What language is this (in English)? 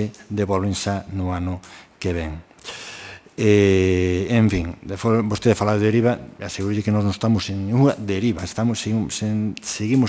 Galician